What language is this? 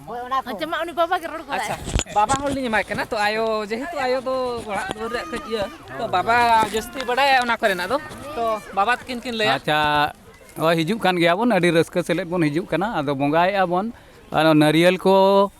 Santali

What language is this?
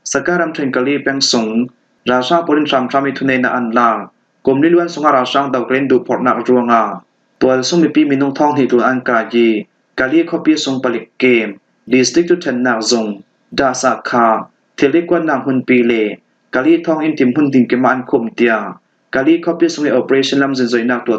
Falam Chin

